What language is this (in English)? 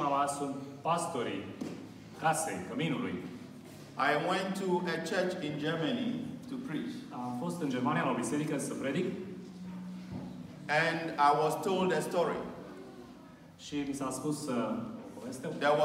Romanian